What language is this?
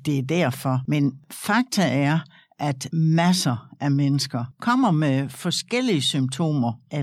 Danish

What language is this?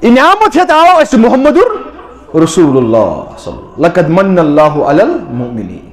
Kashmiri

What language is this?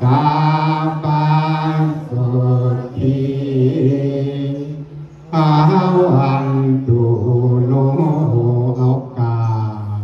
Pali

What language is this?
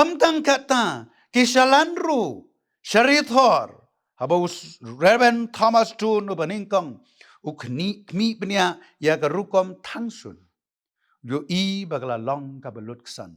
Khasi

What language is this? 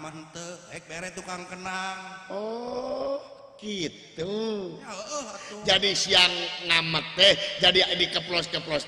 Sundanese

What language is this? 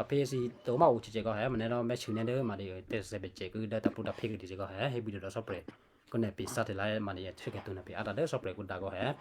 Western Kayah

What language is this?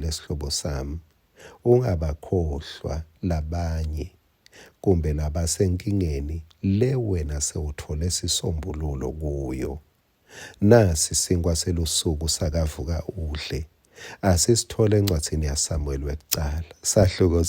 Swati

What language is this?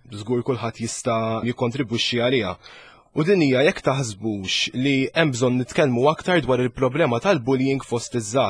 Maltese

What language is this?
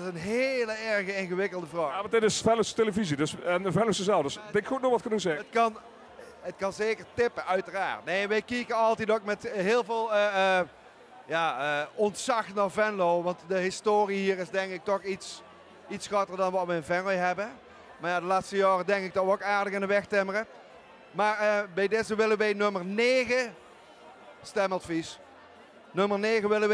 Limburgish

